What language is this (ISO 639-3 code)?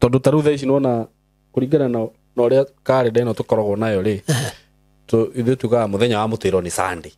kik